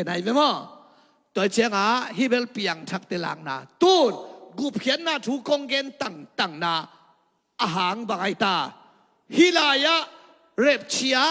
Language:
Tedim Chin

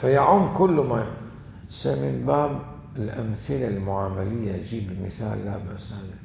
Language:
Mesopotamian Arabic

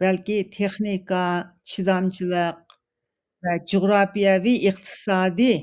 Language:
Uyghur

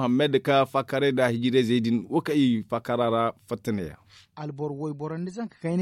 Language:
Zarma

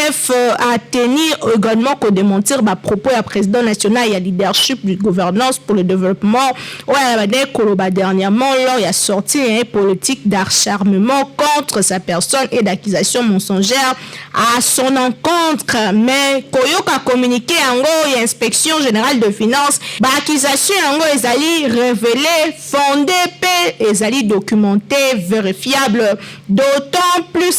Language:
Lingala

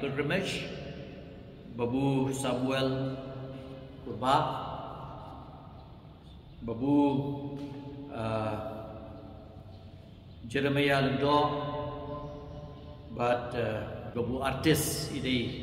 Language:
Khasi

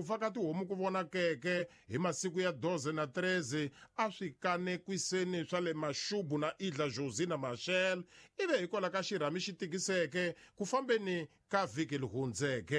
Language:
Tsonga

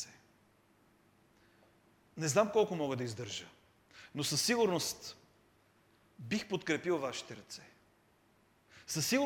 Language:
Bulgarian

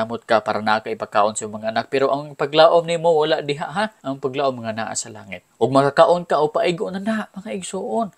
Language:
Cebuano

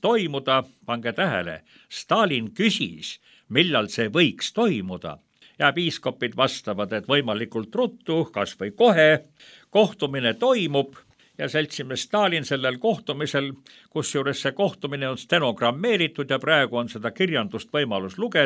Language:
Estonian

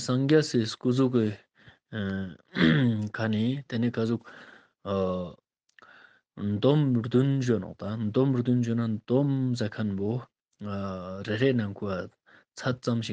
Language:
Ladakhi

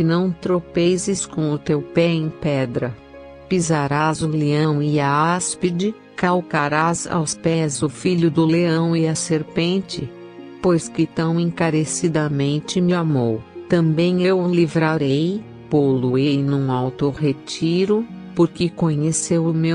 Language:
Portuguese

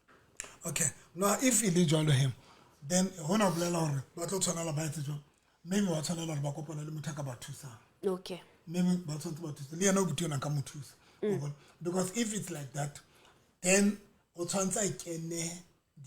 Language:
Southern Sotho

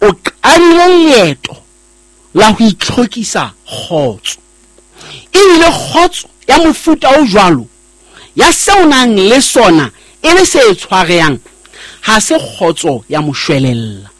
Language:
Southern Sotho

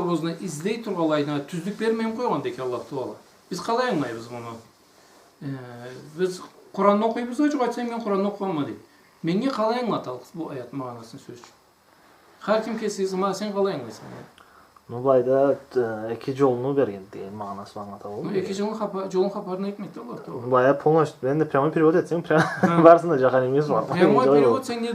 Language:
Karachay-Balkar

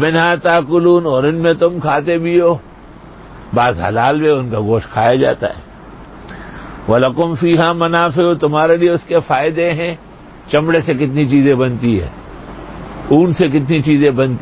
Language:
Urdu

